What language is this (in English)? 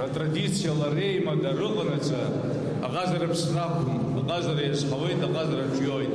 Abkhazian